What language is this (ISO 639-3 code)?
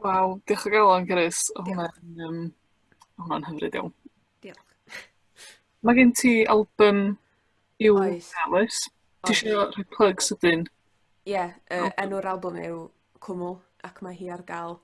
cym